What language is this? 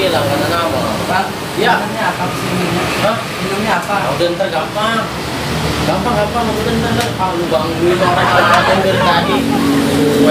Betawi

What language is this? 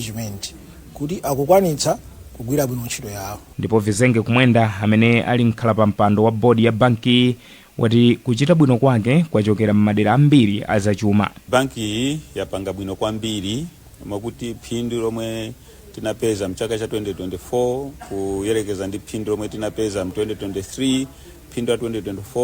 Nyanja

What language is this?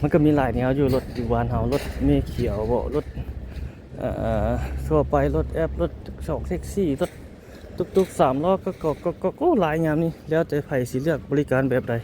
Lao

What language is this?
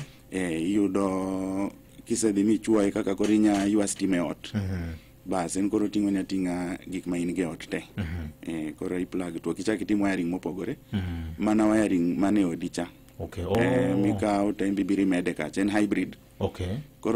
Luo (Kenya and Tanzania)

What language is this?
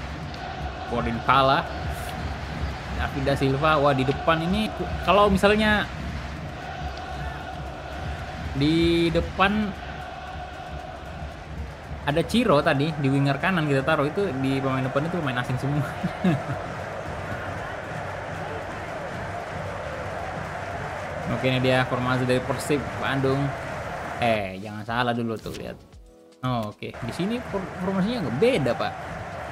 Indonesian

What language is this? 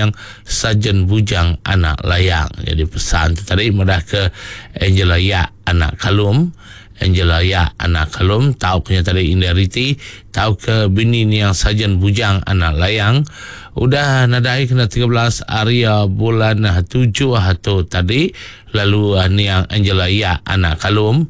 Iban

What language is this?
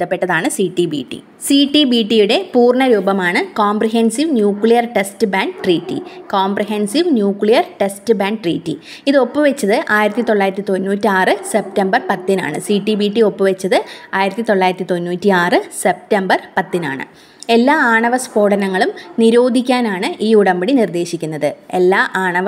Malayalam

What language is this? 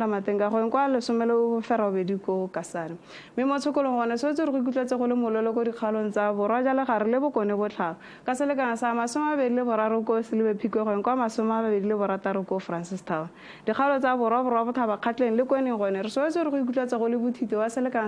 Tswana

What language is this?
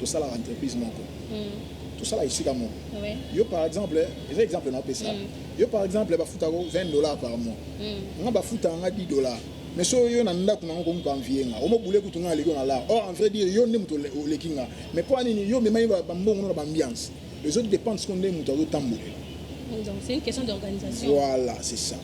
Lingala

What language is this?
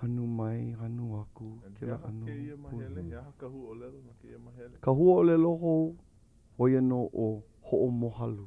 Hawaiian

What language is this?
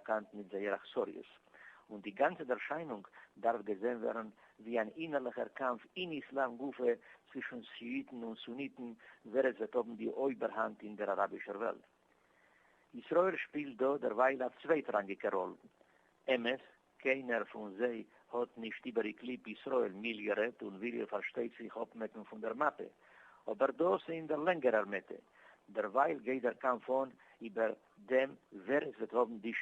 Yiddish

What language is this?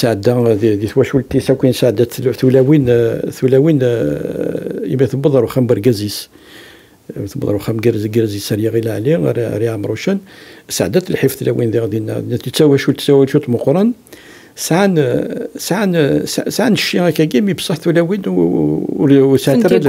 Kabyle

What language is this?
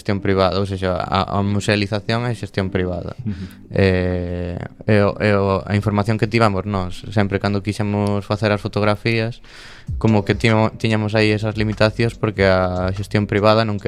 Galician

